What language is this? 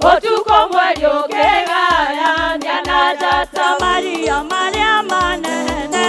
Kikuyu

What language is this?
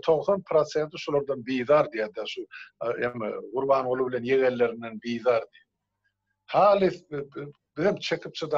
Turkmen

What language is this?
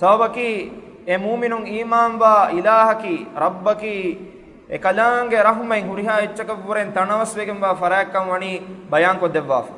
Divehi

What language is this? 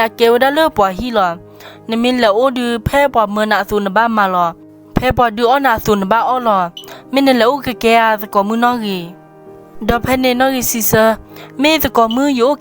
S'gaw Karen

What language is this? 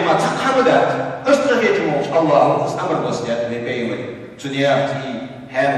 Ingush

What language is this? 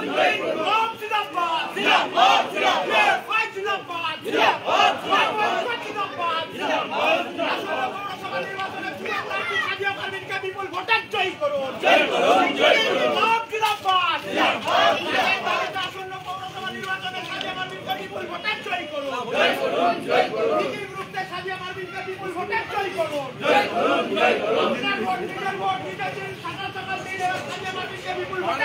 Bangla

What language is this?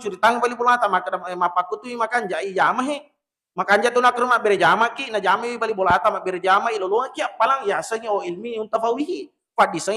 Buginese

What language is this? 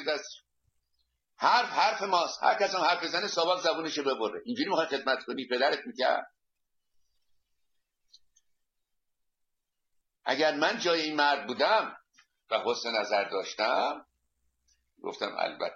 Persian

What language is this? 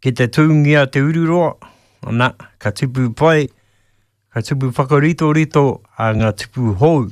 Māori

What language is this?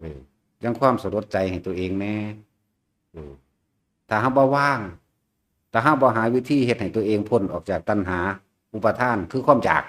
Lao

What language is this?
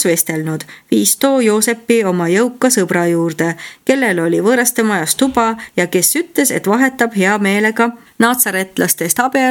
Estonian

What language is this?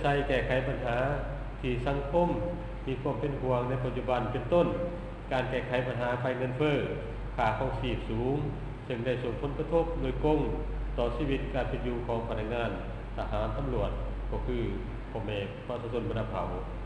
Lao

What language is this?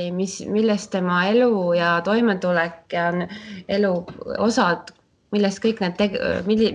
Estonian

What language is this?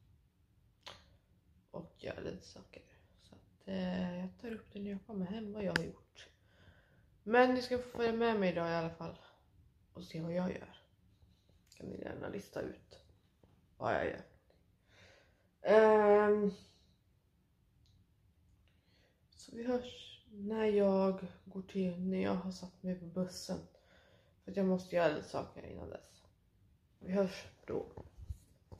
Swedish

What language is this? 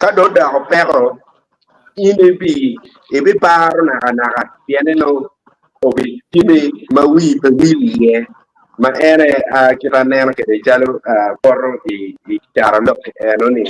Acoli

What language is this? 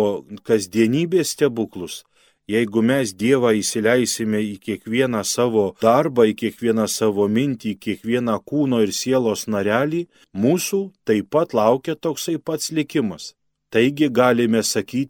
Lithuanian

